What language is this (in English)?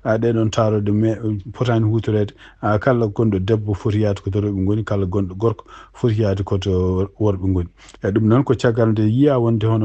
Fula